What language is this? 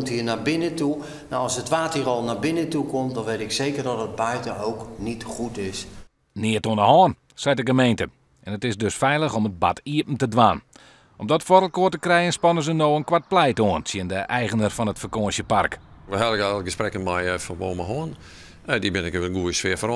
Western Frisian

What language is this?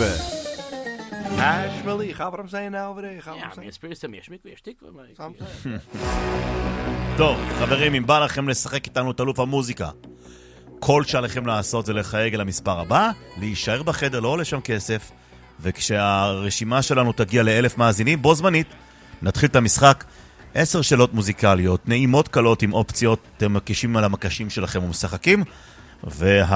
Hebrew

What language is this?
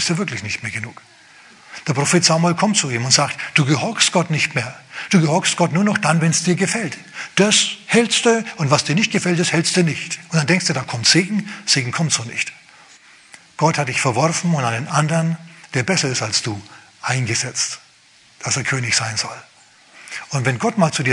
German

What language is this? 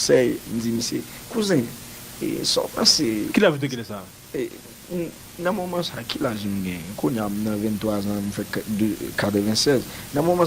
Haitian Creole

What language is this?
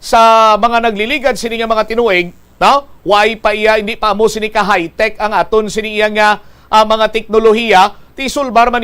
Hiligaynon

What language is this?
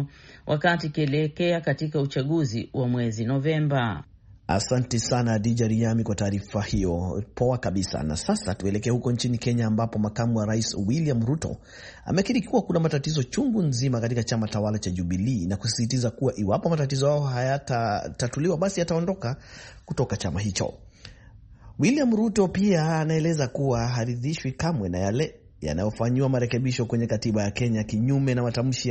Swahili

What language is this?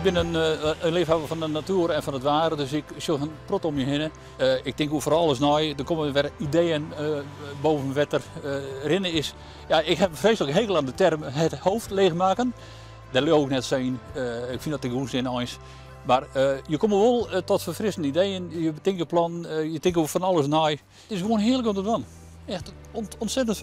Western Frisian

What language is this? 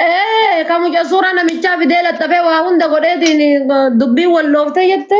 Oromo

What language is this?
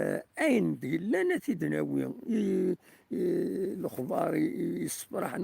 Kabyle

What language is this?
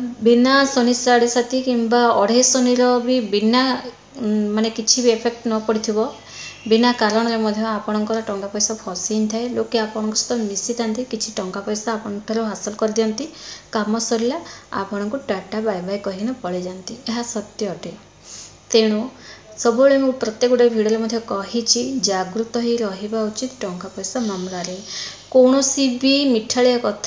Odia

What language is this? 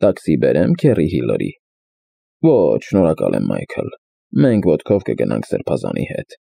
Armenian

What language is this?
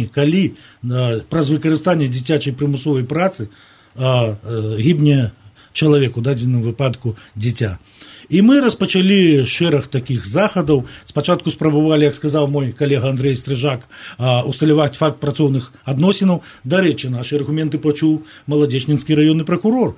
Belarusian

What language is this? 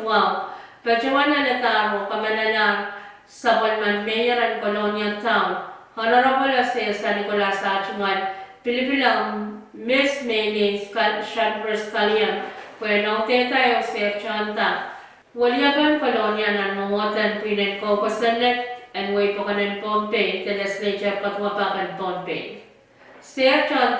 Pohnpeian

